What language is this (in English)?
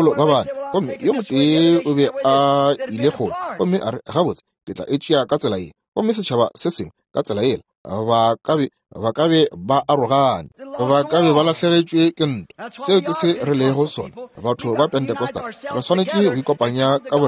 Northern Sotho